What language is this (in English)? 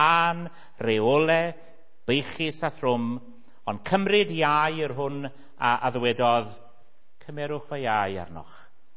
Welsh